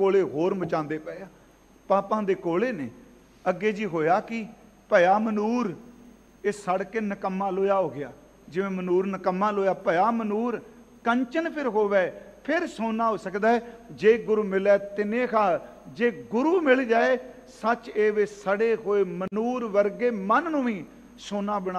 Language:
Punjabi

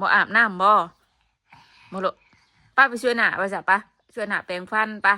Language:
Northeastern Thai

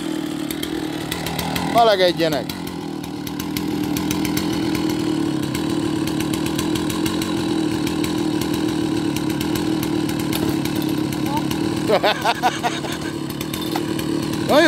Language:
Hungarian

